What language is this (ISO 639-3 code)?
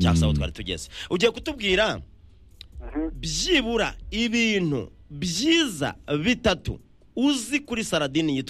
kin